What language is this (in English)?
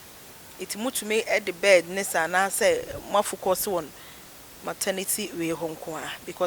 Akan